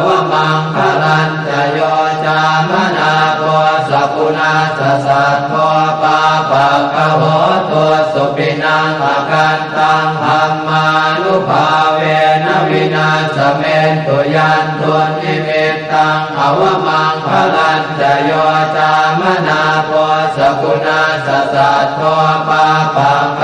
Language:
Pali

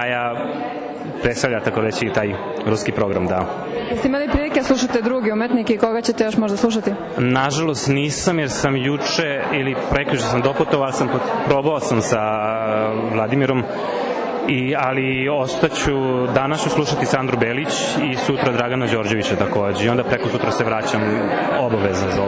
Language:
Serbian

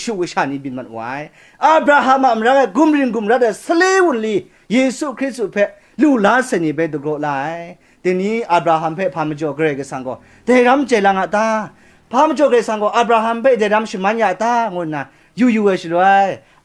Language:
Kachin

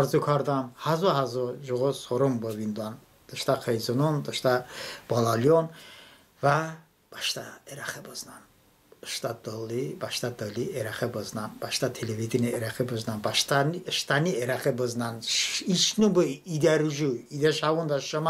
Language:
Talysh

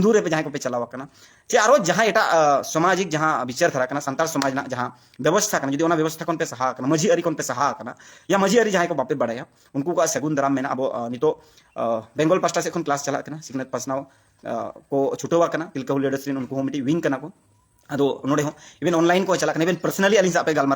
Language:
Santali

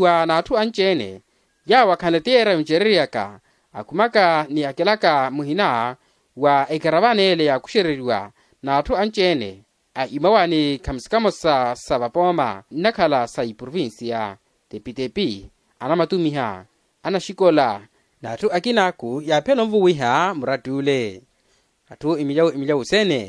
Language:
Makhuwa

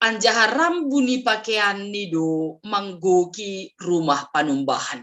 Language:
Batak Simalungun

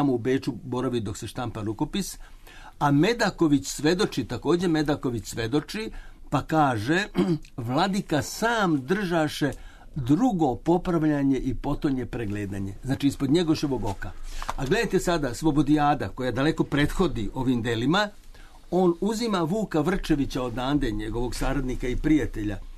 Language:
Serbian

